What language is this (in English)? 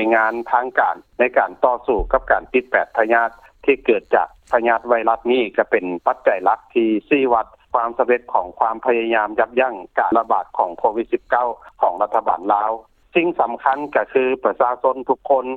Lao